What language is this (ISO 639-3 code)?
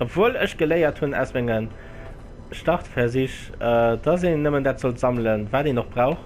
ltz